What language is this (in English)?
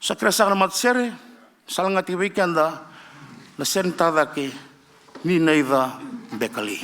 Fijian